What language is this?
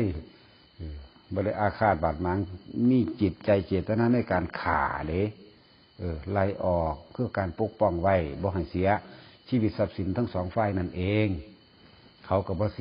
Northeastern Thai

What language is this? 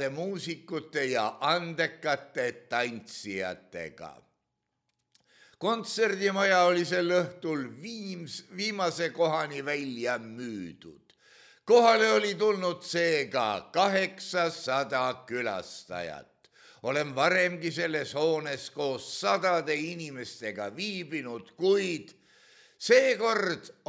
Estonian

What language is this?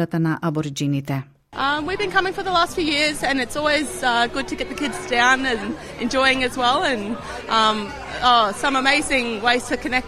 Macedonian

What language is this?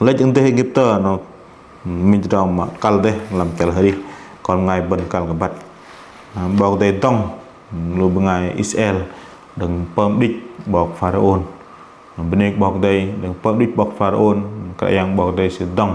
Bahnar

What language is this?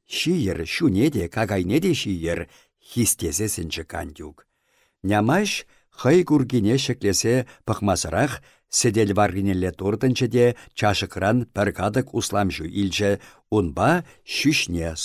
Chuvash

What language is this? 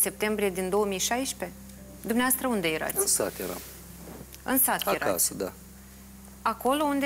Romanian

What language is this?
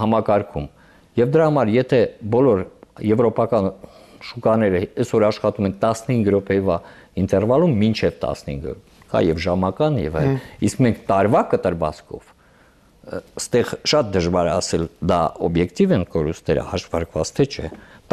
Armenian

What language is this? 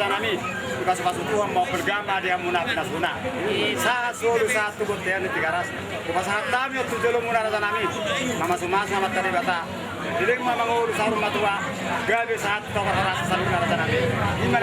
Batak Toba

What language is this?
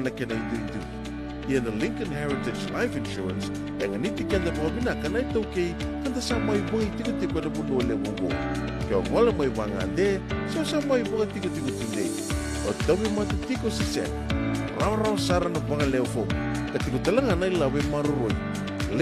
Fijian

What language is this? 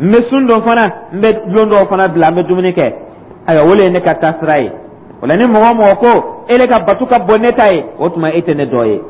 Dyula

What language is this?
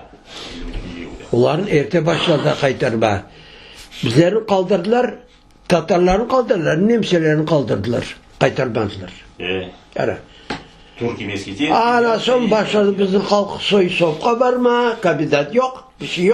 Crimean Tatar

